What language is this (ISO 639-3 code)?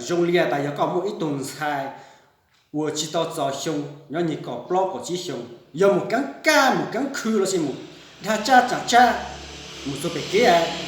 hmn